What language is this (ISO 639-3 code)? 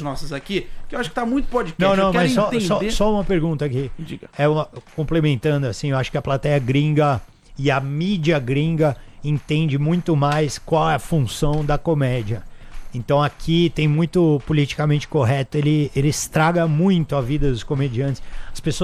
por